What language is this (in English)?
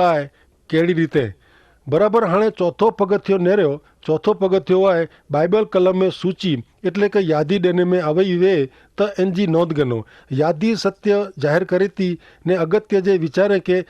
Kachhi